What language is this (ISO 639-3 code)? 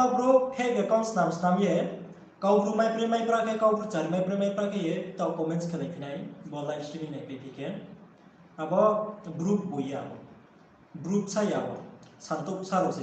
ria